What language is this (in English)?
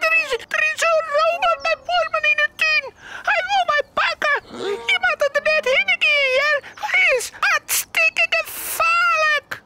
Western Frisian